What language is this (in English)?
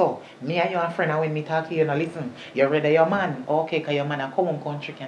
Jamaican Creole English